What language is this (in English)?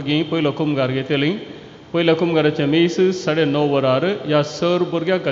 Konkani